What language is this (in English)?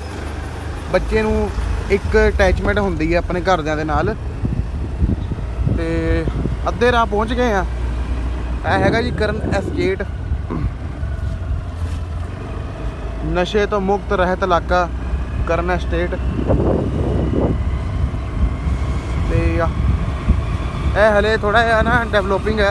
Punjabi